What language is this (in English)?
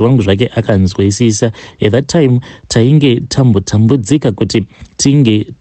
Shona